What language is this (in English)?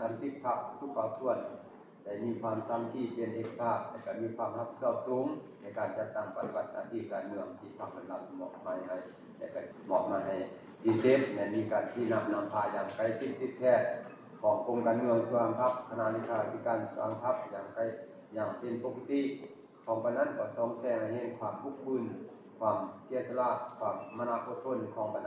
Lao